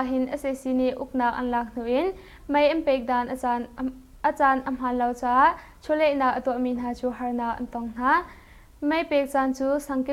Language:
Hakha Chin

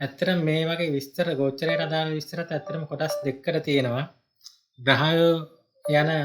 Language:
Sinhala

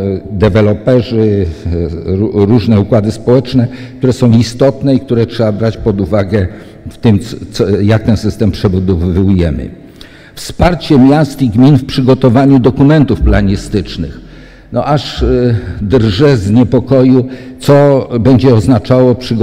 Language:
Polish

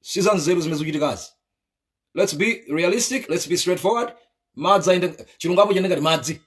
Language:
Nyanja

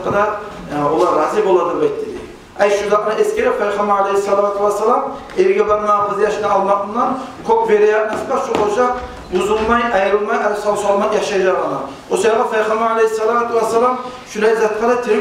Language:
Kumyk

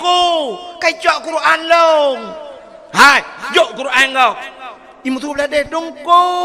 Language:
Achinese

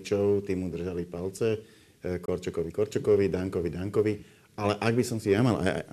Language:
Slovak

